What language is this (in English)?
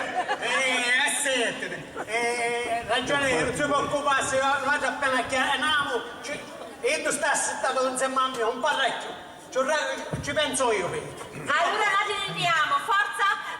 Sicilian